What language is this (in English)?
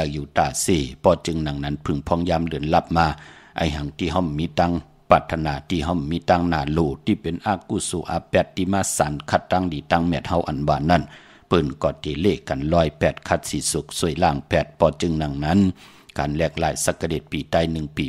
Shan